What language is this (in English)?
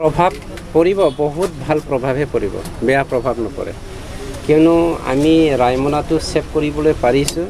Assamese